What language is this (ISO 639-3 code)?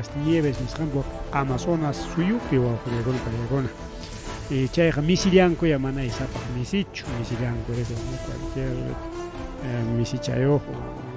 quy